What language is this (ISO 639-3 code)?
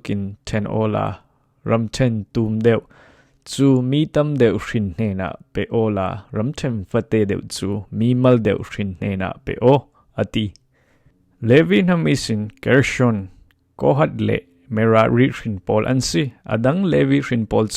cfm